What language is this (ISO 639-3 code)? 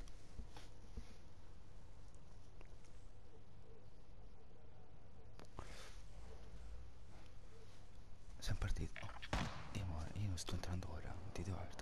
ita